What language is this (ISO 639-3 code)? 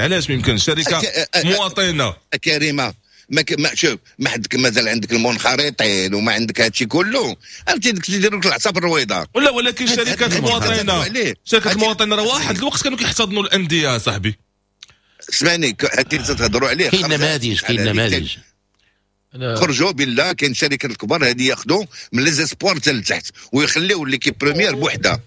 ary